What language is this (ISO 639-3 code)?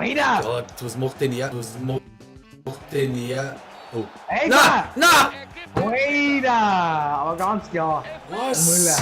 bar